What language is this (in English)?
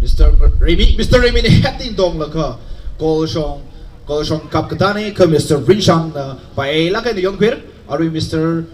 Tangkhul Naga (India)